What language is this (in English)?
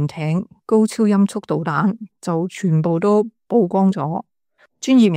Cantonese